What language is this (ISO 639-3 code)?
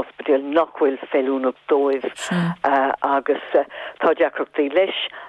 gle